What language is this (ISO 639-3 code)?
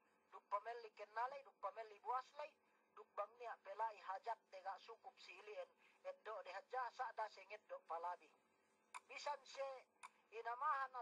yka